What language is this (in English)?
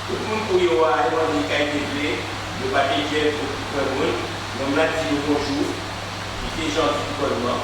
Guadeloupean Creole French